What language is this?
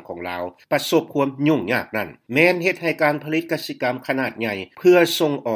Lao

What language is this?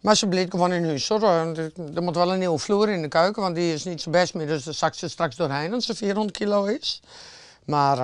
Western Frisian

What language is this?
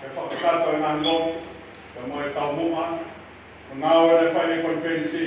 Tongan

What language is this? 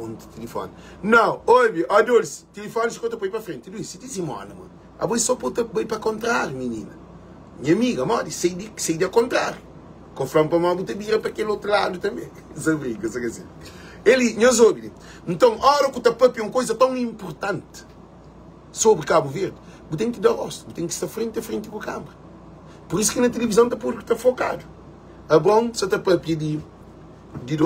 Kabuverdianu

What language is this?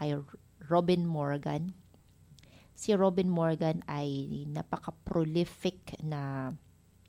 Filipino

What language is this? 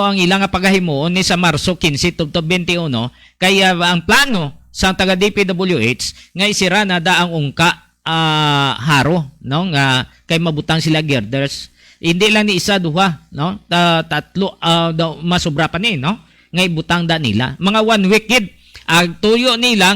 Hiligaynon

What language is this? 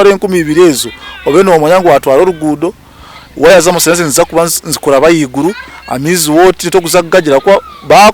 Nyankole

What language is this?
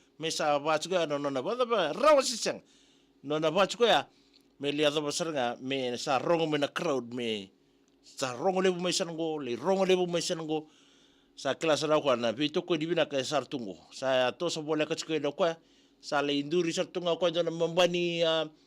Fijian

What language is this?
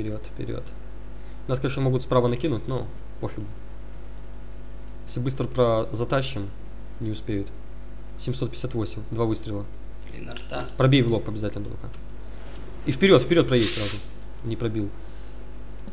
Russian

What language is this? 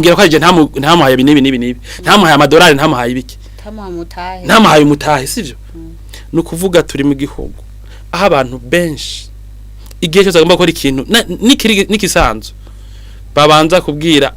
Rundi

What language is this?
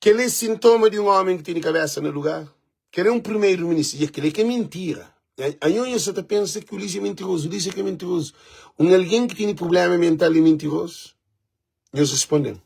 Kabuverdianu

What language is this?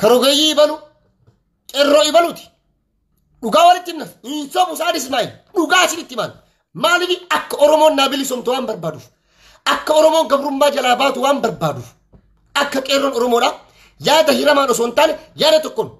Oromo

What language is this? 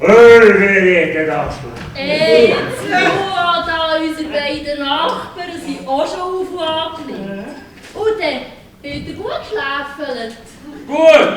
Swiss German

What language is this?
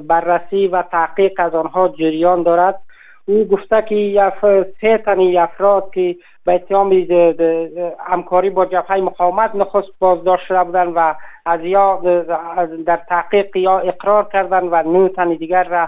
Tajik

